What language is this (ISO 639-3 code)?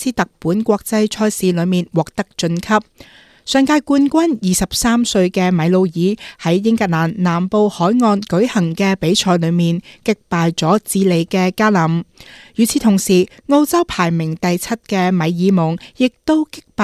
yue